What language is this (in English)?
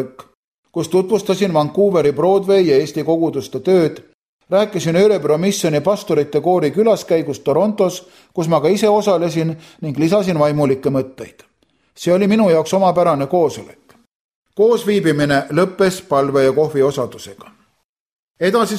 Estonian